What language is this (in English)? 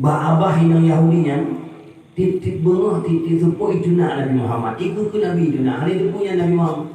Achinese